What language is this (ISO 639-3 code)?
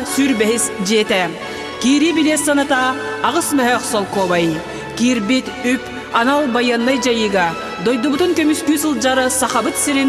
sah